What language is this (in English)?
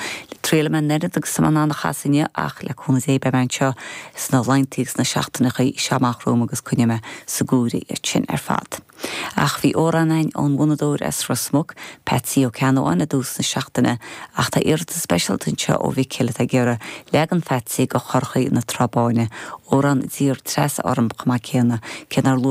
Irish